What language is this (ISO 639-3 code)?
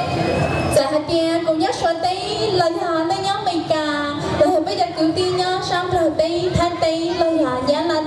hmn